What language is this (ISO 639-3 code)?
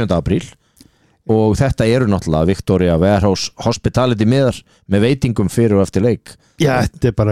isl